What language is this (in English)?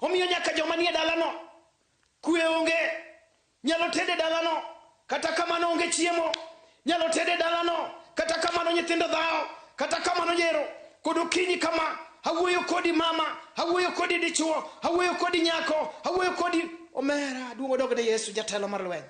Luo (Kenya and Tanzania)